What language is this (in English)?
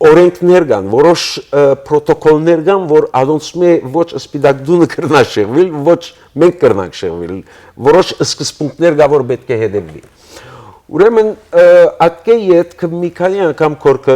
Western Armenian